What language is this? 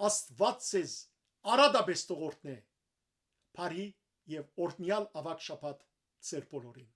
Western Armenian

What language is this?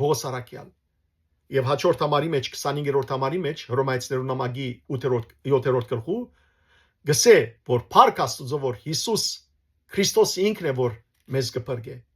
Western Armenian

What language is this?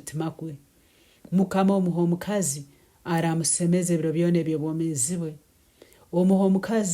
Nyankole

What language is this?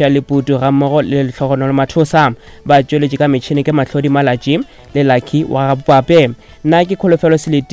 Northern Sotho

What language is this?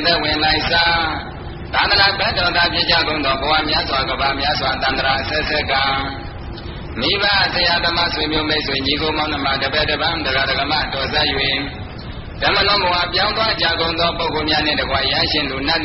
Burmese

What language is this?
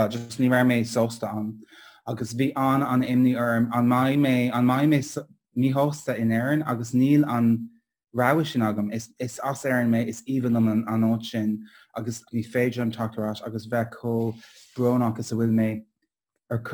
Irish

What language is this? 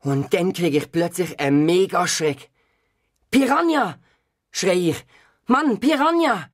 Swiss German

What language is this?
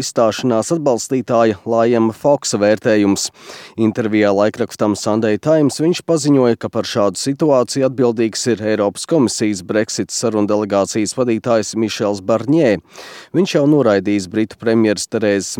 Latvian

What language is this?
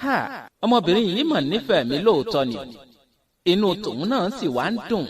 Yoruba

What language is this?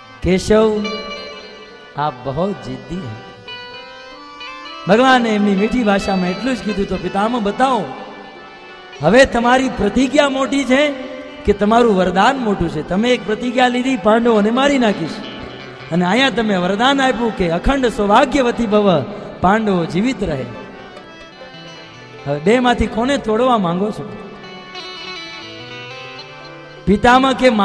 Gujarati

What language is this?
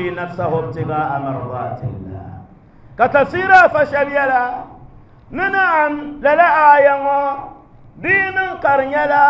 Dagbani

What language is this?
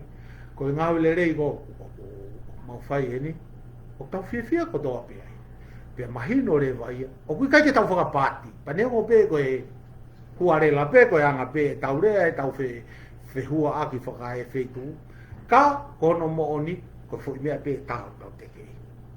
Tongan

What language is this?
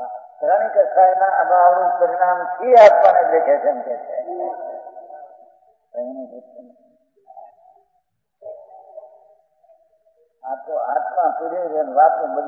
Gujarati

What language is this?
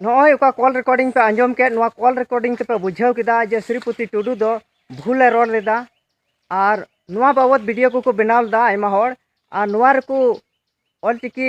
Santali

